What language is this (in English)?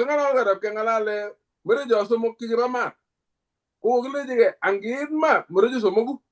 Kalenjin